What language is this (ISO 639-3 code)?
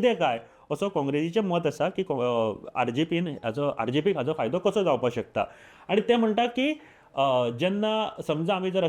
kok